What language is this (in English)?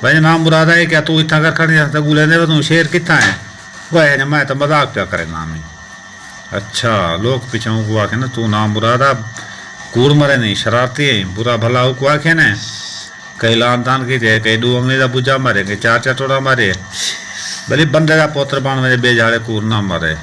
Saraiki